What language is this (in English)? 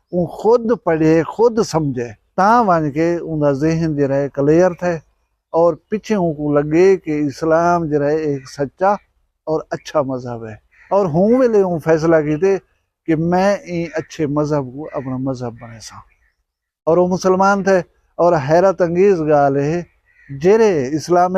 Saraiki